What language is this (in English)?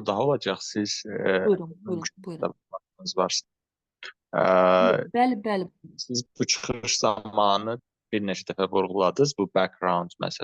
Azerbaijani